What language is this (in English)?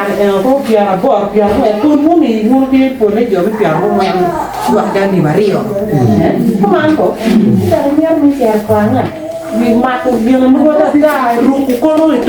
Acoli